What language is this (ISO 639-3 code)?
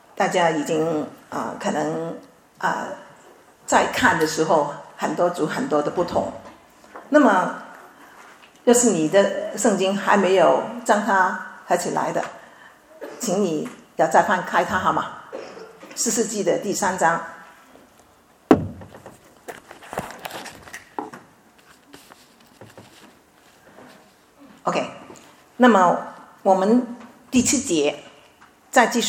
zho